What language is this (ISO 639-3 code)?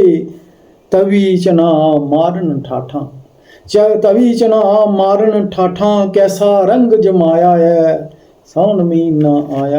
doi